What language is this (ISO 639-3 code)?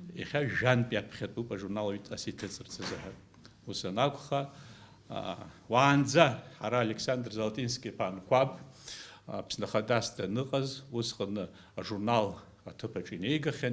abk